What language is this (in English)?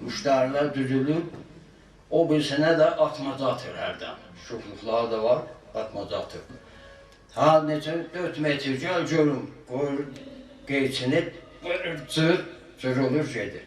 South Azerbaijani